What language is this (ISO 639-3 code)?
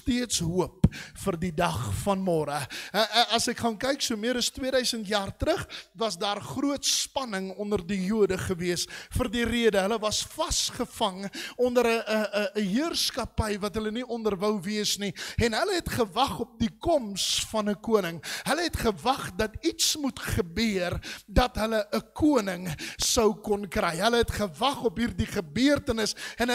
afr